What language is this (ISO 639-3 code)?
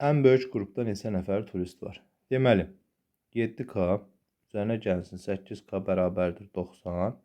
aze